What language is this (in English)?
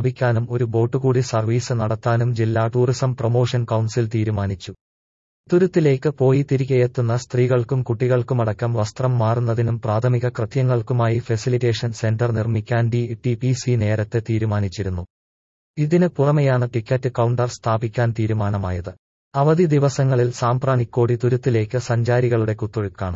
Malayalam